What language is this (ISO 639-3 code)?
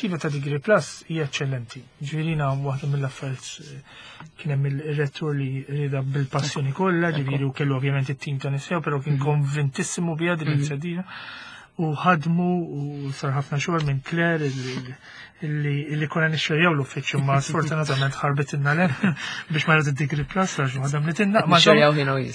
mlt